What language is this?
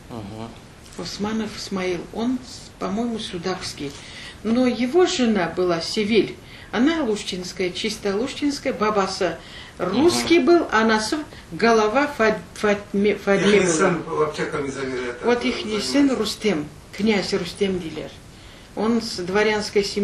Crimean Tatar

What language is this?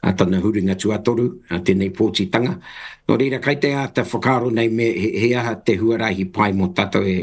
Māori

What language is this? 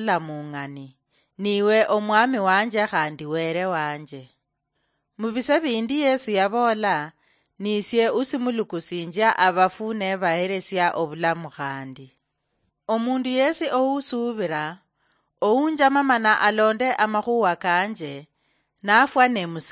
Luyia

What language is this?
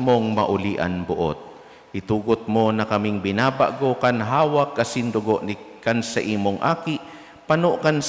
Bikol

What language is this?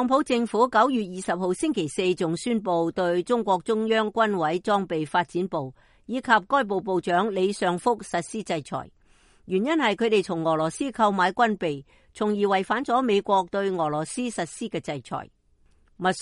Cantonese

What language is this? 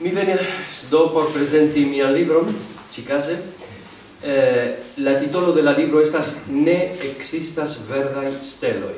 Esperanto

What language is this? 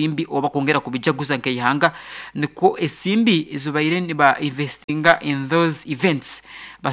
Nyoro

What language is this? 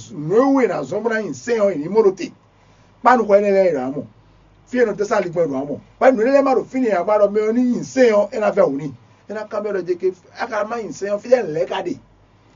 Fon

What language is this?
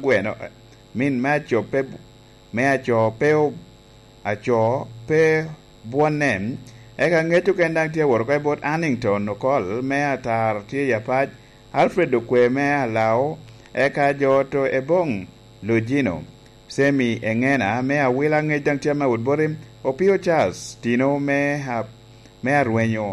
Lango (Uganda)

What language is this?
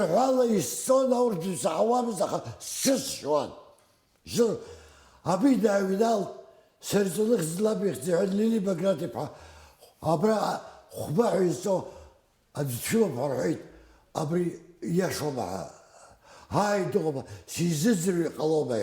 Abkhazian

